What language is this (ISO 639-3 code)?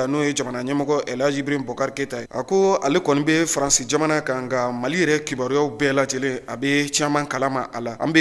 bam